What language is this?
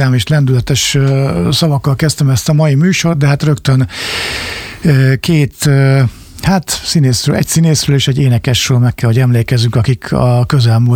Hungarian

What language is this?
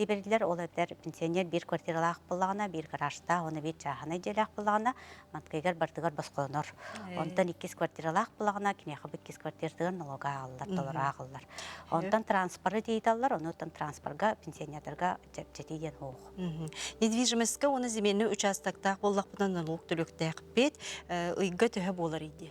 Yakut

